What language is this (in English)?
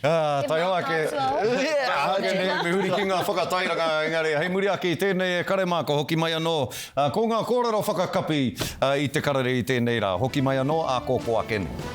Māori